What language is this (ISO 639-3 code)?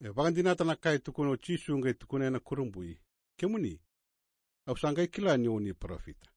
fij